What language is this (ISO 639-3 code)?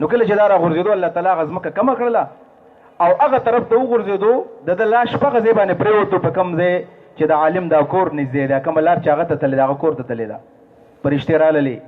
pus